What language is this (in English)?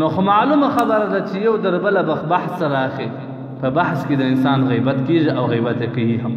Pashto